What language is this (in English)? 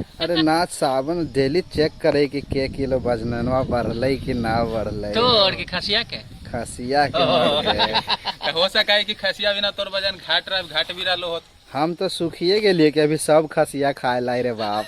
Magahi